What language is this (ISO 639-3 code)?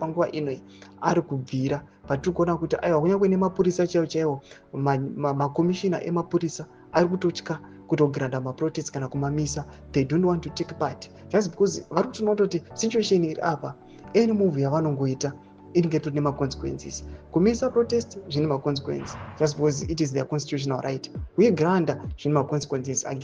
sna